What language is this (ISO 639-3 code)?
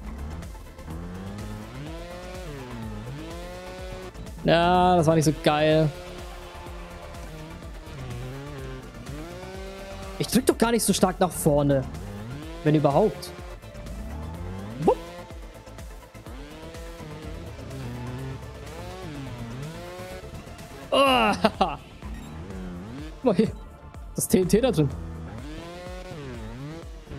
deu